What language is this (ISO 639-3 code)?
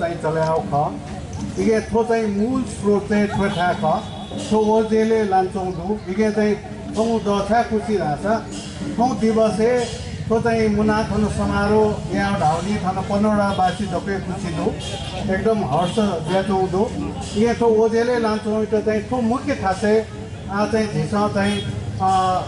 new